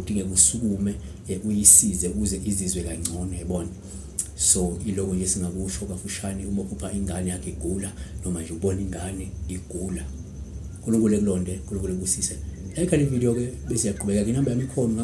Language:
Zulu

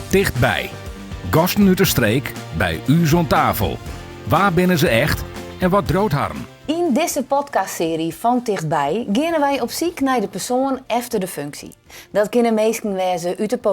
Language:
Western Frisian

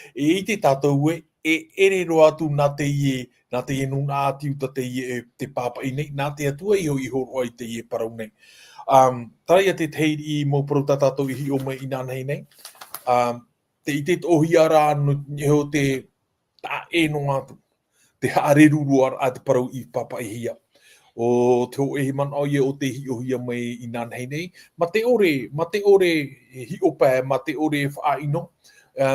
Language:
Tahitian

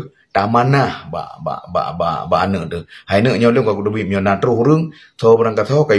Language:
Achinese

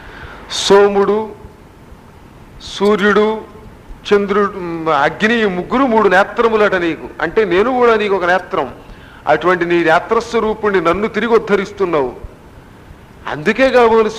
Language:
Telugu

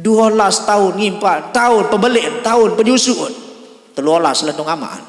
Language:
Sasak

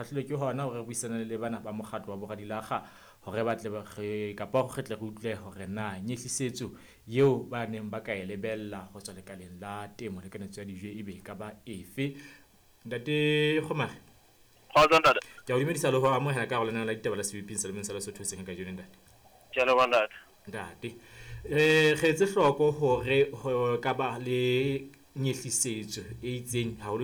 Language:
Southern Sotho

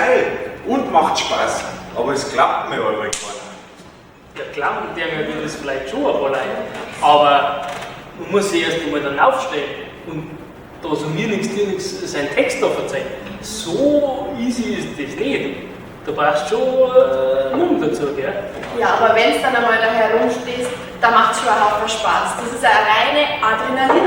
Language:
Bavarian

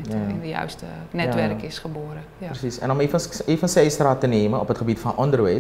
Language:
Dutch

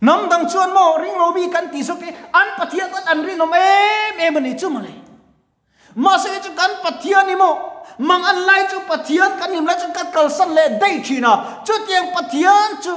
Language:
Mizo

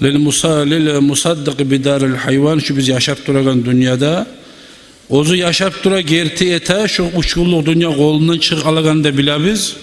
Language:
Kumyk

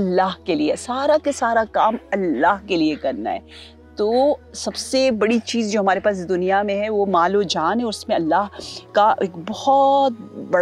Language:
Urdu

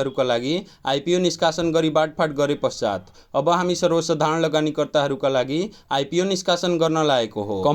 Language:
Nepali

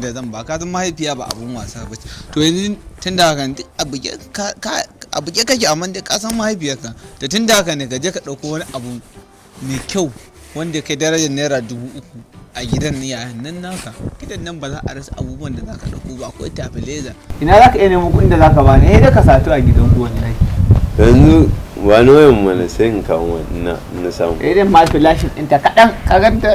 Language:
Hausa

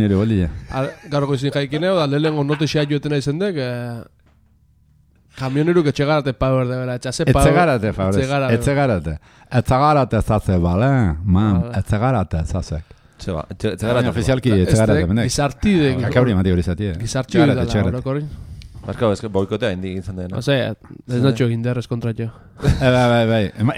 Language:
Basque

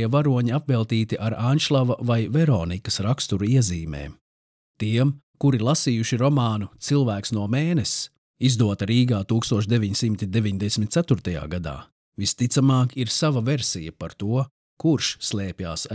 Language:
Latvian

